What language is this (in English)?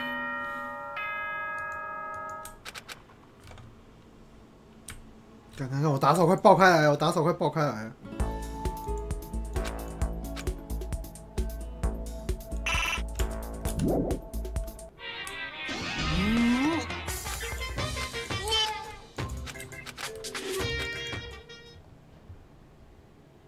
Chinese